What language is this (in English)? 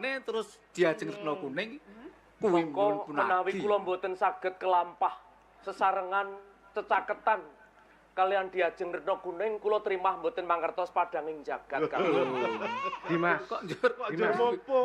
Javanese